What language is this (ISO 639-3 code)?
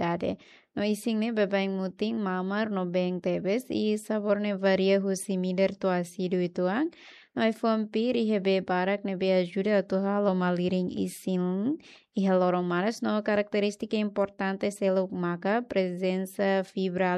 tet